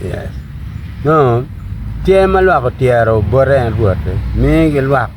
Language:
Acoli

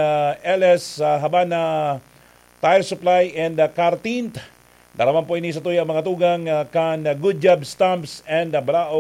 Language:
Bikol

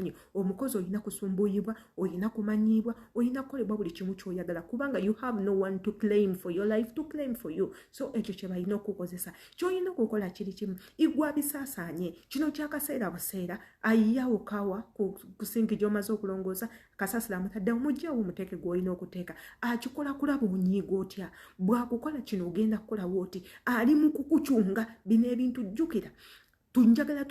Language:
Ganda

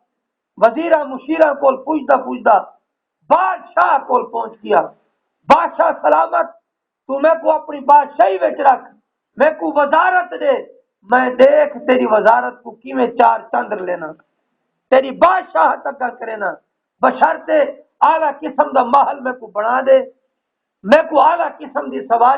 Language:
Saraiki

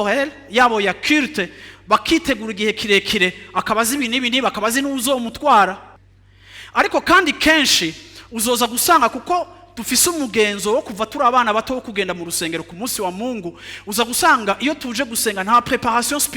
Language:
Rundi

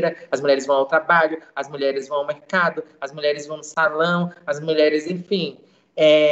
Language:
Portuguese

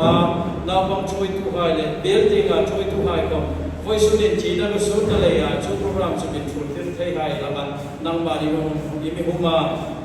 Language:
Hmar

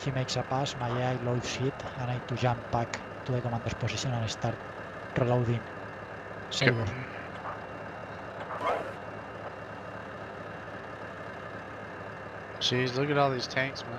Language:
English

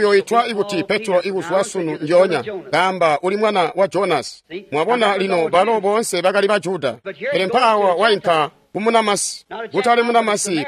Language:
Tonga (Zambia)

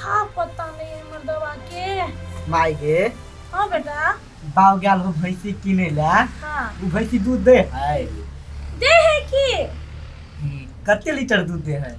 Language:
Maithili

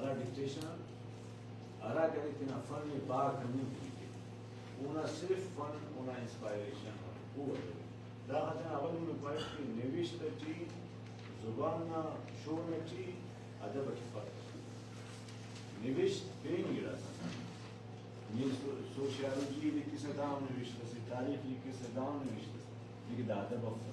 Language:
Brahui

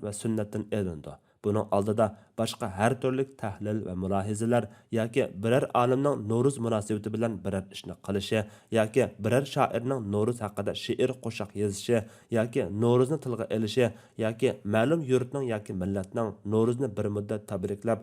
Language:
Uyghur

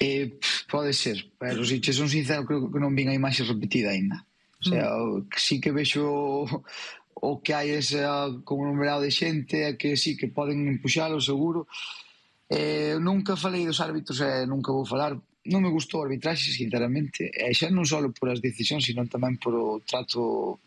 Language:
Galician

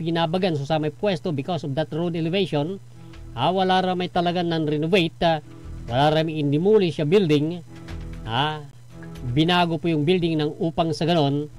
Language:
Pangasinan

